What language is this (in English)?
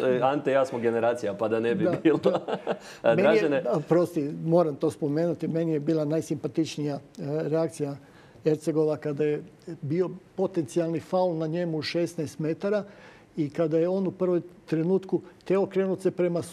Croatian